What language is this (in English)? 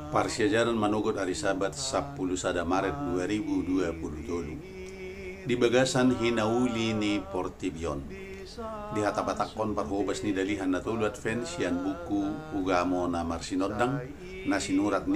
Batak Toba